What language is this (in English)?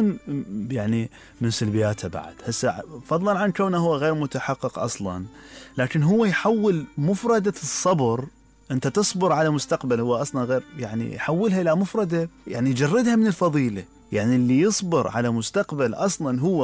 Mesopotamian Arabic